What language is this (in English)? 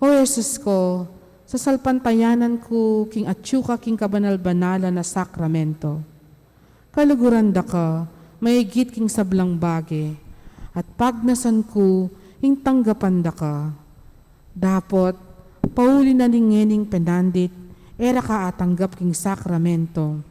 Pampanga